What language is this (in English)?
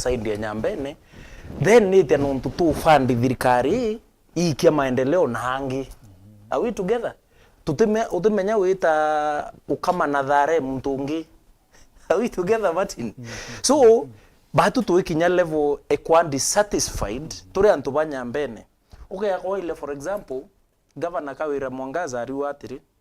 Meru